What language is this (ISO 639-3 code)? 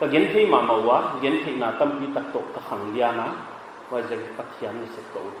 pck